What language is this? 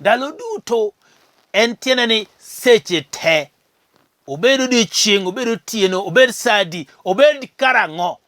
Luo (Kenya and Tanzania)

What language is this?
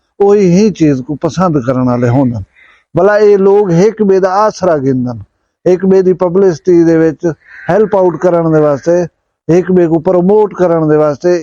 Saraiki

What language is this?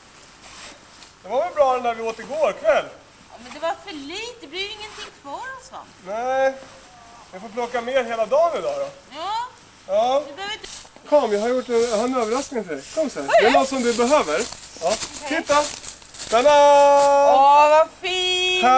Swedish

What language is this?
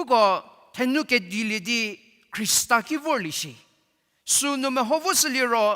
Angami Naga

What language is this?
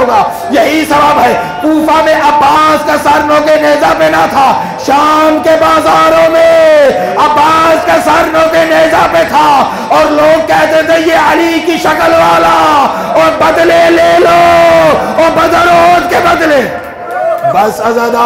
Urdu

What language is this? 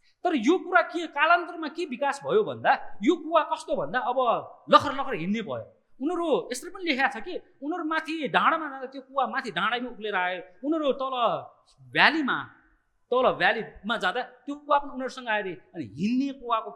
Nepali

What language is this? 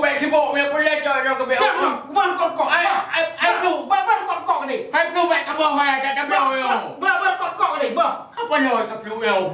Achinese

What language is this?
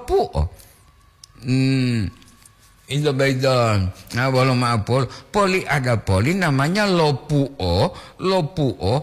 Gorontalo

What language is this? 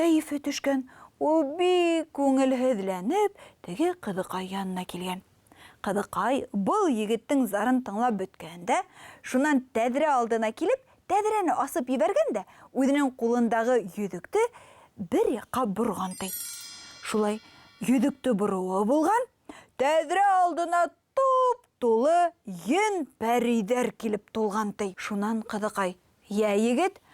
Bashkir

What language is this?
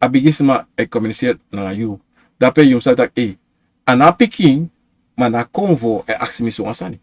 Sranan Tongo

